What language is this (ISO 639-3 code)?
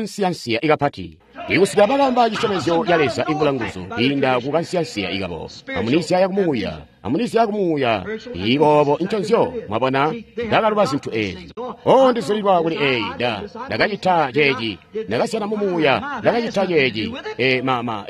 toi